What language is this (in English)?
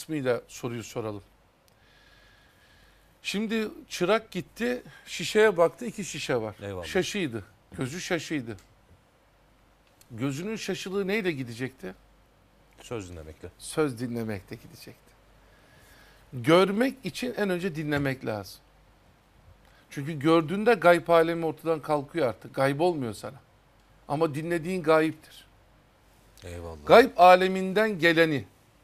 Turkish